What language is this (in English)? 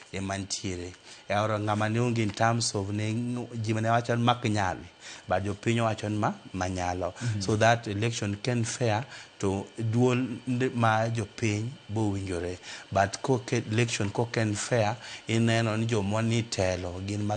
Luo (Kenya and Tanzania)